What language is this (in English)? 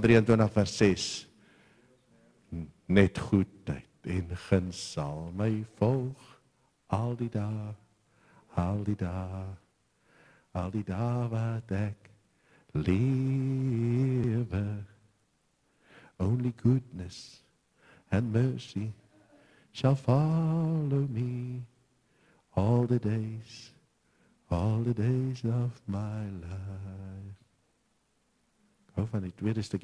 Afrikaans